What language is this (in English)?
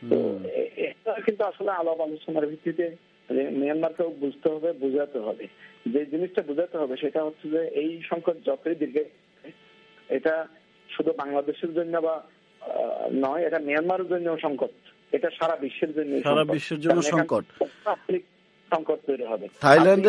Bangla